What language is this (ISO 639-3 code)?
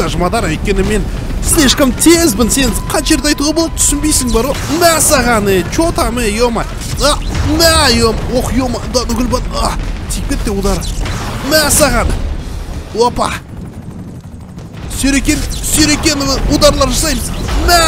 kaz